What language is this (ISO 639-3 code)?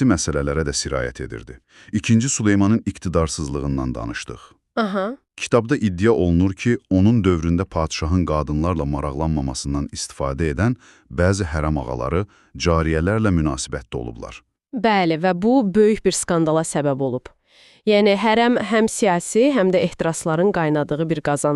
aze